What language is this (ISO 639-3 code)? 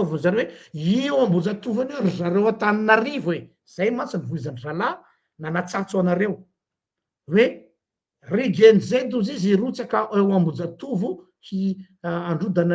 mlg